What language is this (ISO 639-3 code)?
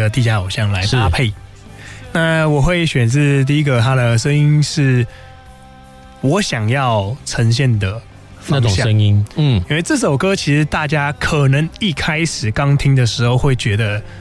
zho